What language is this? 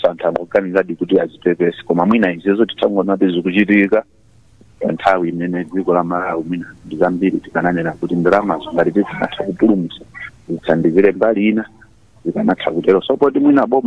Nyanja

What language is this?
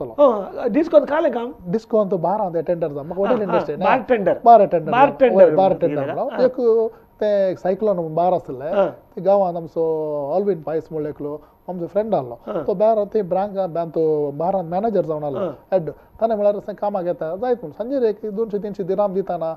Konkani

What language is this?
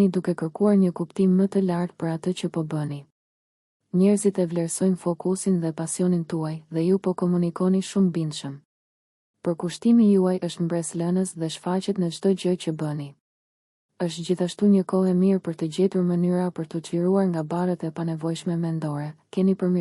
Albanian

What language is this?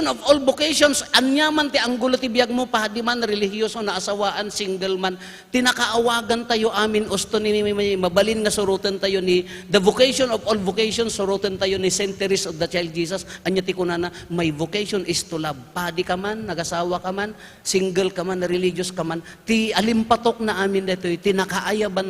Iloko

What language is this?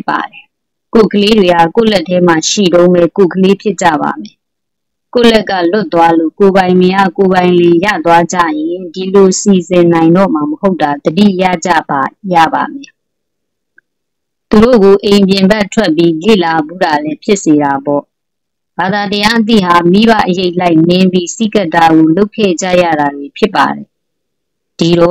Burmese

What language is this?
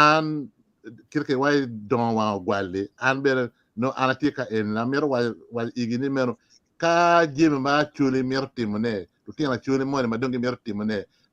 Acoli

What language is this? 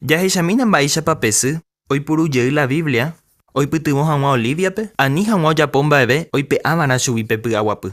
Guarani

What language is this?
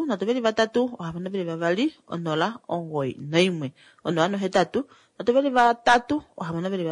Kuanyama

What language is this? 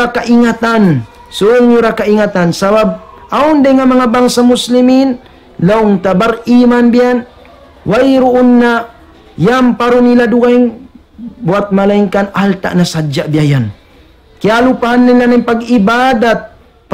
Tausug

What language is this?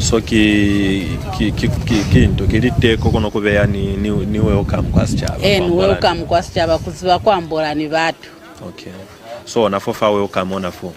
Lozi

